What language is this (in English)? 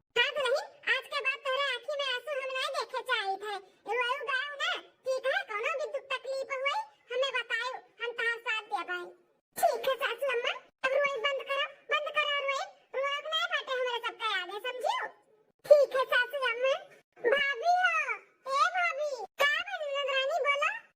Awadhi